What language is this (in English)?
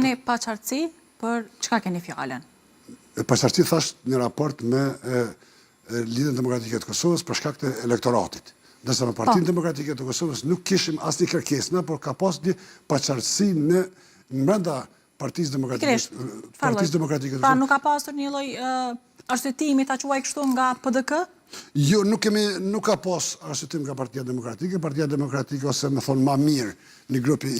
Albanian